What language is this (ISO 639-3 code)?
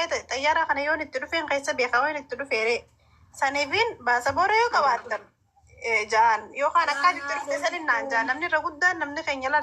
orm